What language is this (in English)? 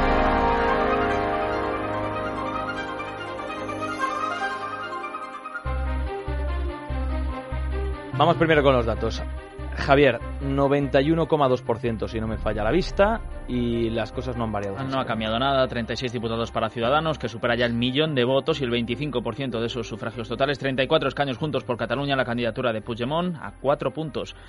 Spanish